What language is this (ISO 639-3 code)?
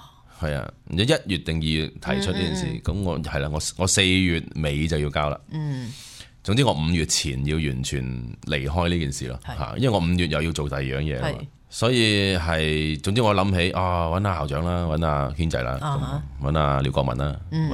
yue